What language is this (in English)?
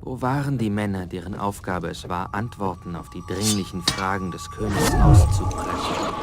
Bavarian